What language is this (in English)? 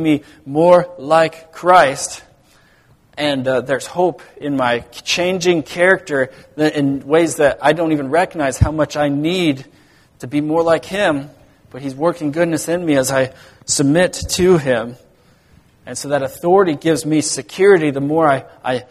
English